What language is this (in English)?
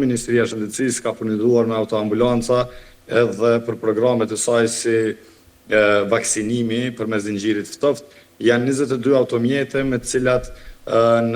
Albanian